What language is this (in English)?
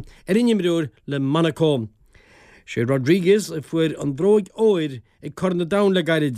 Irish